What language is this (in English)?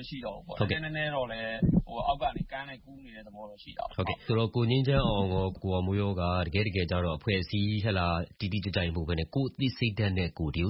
Burmese